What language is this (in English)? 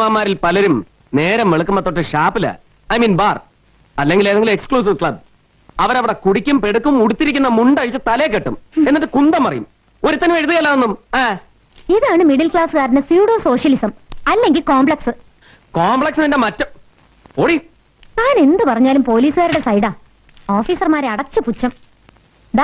Malayalam